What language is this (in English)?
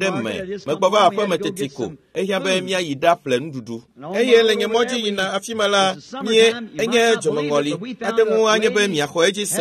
Ewe